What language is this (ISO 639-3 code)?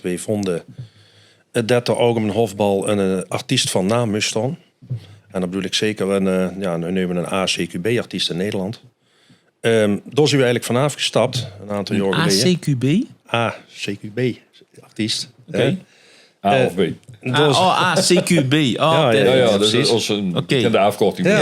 lim